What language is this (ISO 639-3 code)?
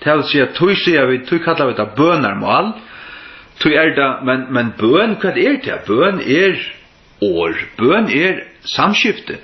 fao